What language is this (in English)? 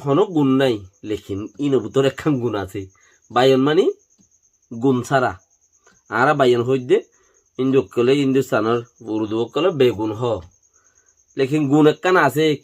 Rohingya